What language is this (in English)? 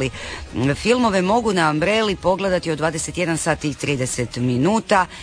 Croatian